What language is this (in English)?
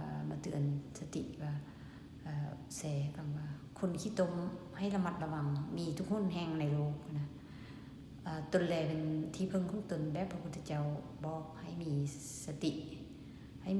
Lao